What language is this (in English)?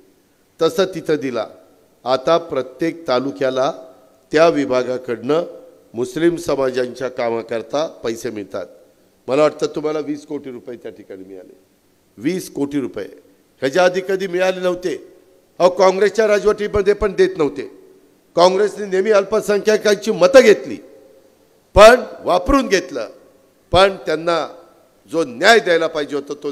Marathi